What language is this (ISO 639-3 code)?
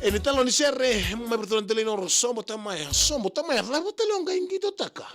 fij